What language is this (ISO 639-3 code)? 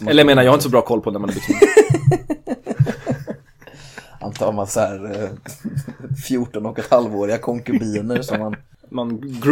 swe